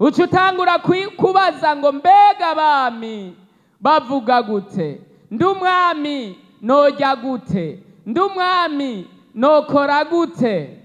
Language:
Rundi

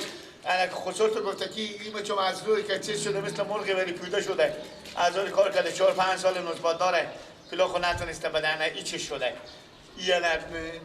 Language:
Persian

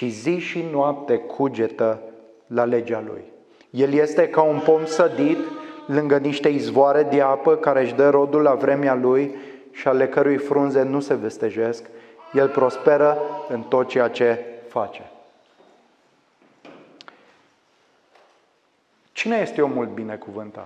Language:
Romanian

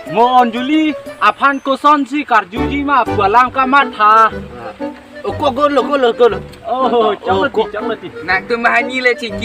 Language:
Karbi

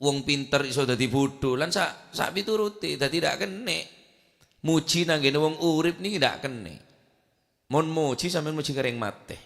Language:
Madurese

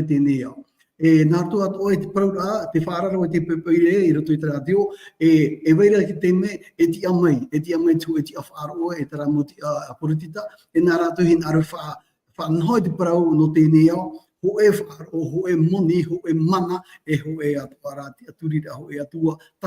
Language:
Tahitian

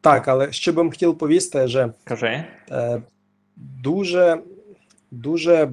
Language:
Rusyn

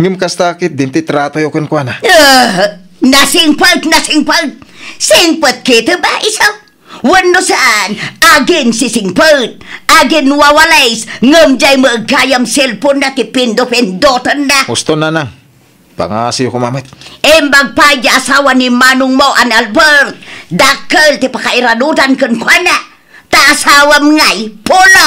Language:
Iloko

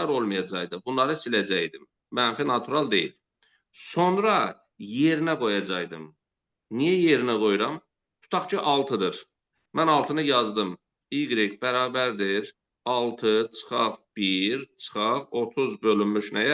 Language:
Azerbaijani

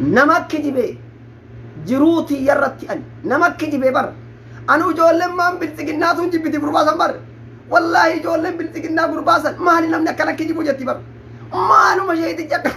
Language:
Oromo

